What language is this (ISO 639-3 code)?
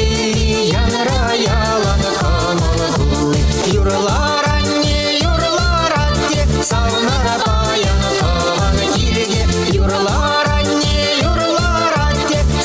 chv